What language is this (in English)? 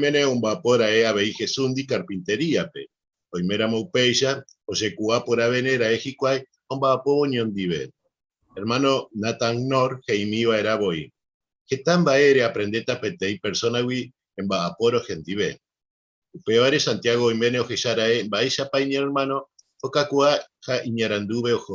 Guarani